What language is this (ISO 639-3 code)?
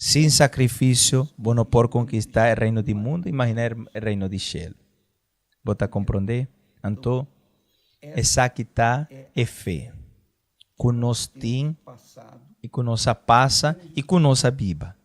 pap